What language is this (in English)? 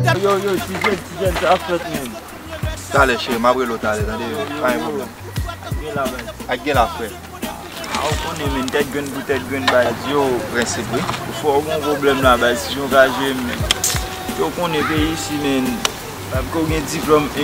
Haitian Creole